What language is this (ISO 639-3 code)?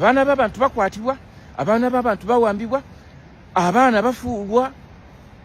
lug